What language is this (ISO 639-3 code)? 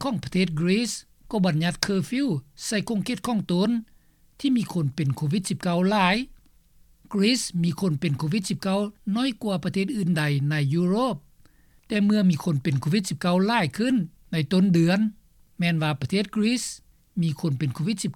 lao